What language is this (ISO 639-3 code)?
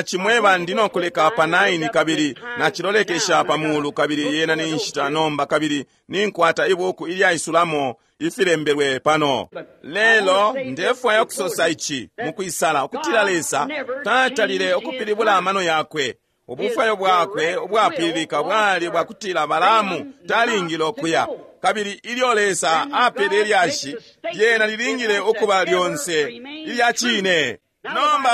bem